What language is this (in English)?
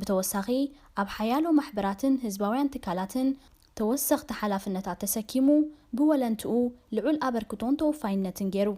Tigrinya